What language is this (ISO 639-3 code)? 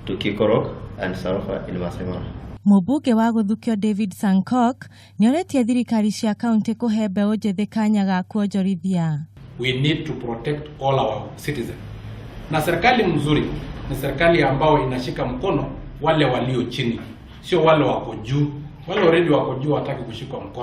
kik